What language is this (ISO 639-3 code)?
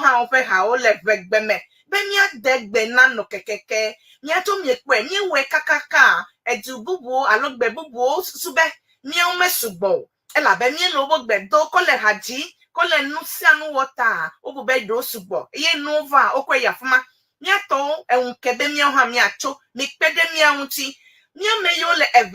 ewe